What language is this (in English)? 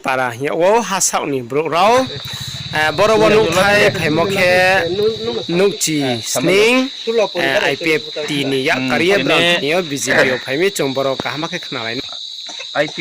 Riang (India)